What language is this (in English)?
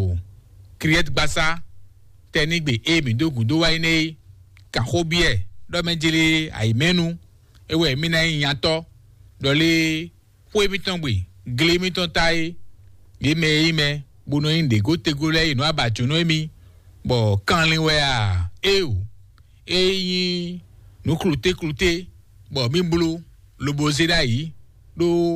Fon